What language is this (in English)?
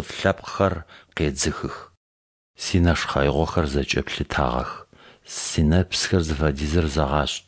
Kabardian